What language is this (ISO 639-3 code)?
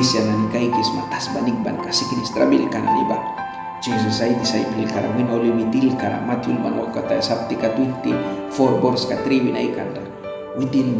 miq